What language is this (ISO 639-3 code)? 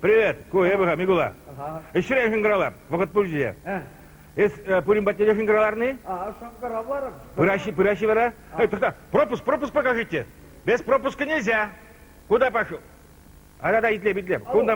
chv